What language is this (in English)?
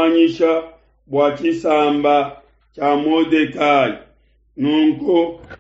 Luba-Lulua